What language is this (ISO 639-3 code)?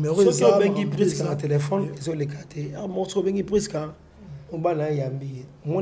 lin